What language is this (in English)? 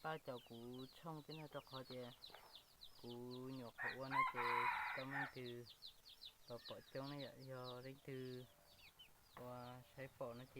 Hmong